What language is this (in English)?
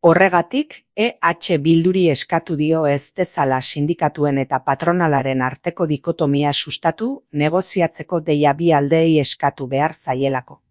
Basque